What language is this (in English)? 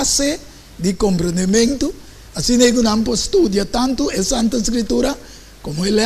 Papiamento